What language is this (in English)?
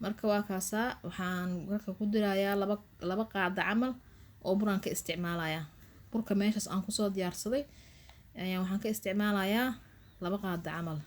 Somali